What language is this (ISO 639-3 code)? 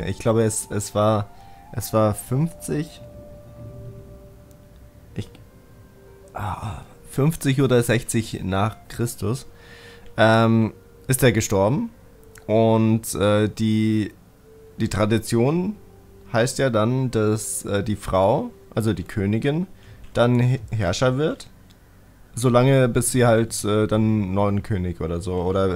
deu